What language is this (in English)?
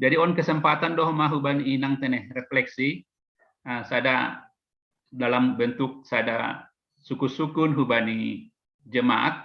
Batak Simalungun